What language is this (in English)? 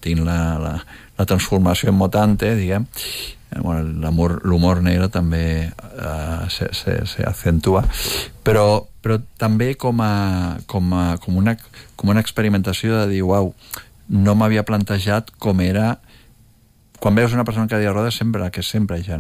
Catalan